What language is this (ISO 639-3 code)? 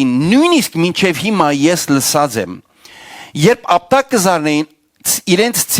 hyw